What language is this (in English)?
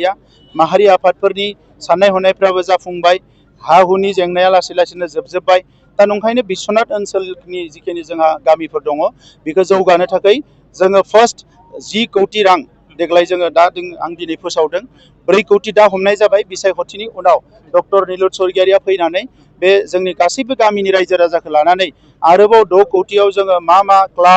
Bodo